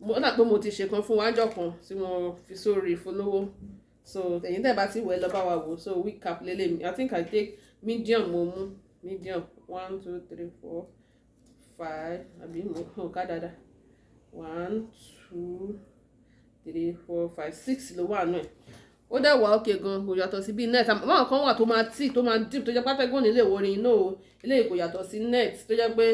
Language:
Yoruba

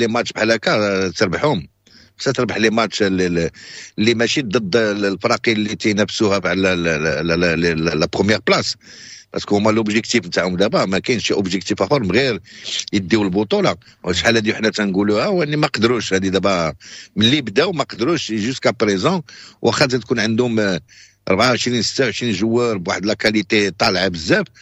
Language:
Moroccan Arabic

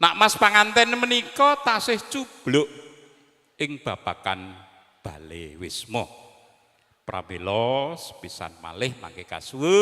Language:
Javanese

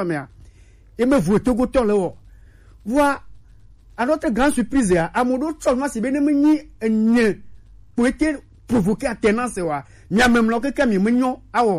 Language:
Gen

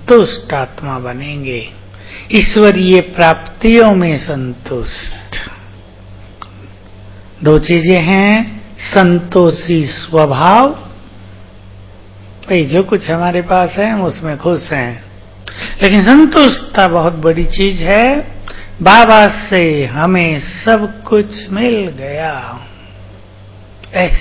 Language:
Hindi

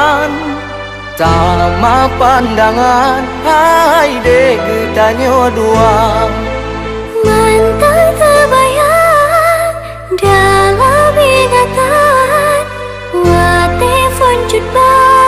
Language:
Achinese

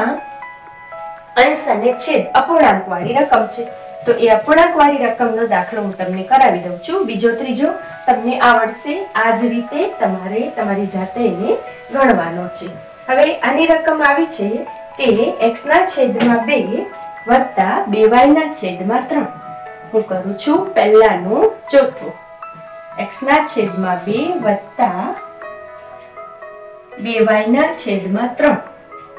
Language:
Gujarati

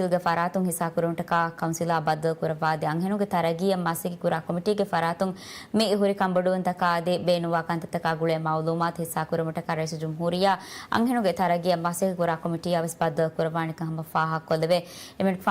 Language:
Divehi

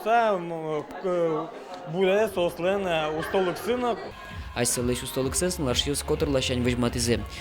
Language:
Udmurt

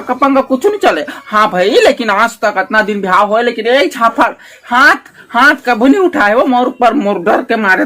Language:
Chhattisgarhi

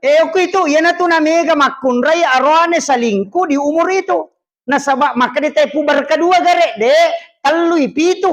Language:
Buginese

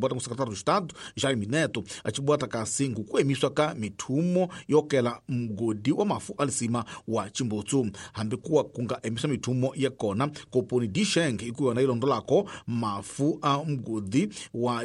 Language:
Tsonga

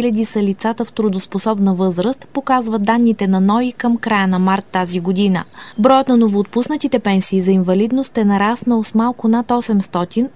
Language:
Bulgarian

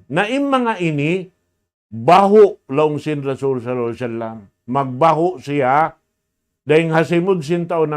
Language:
Tausug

